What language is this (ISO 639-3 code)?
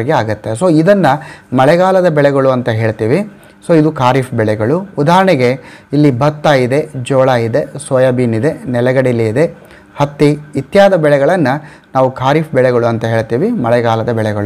kan